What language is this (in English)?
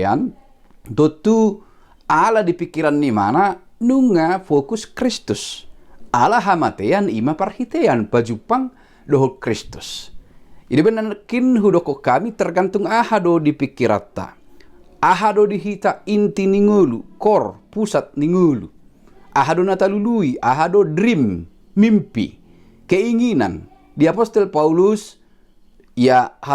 Batak Toba